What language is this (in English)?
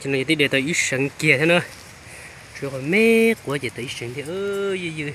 Hmong